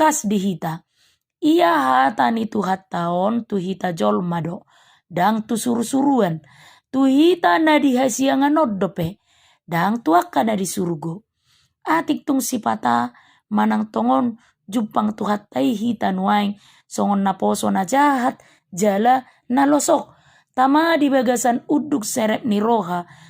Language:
Batak Toba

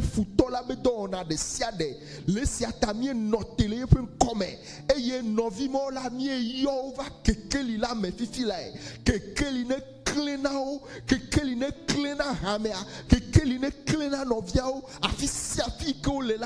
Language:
Ewe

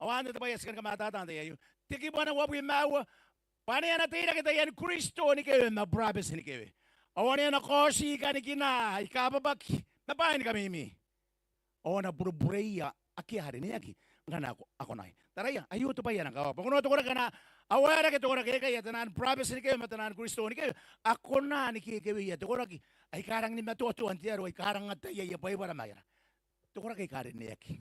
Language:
Gilbertese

